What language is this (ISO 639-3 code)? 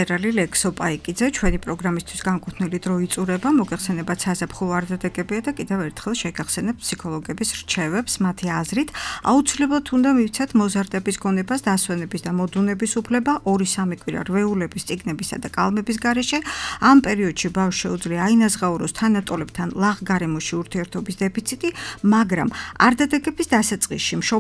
kat